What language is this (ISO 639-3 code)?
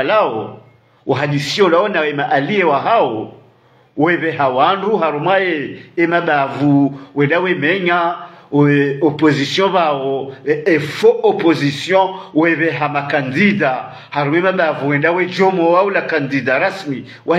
swa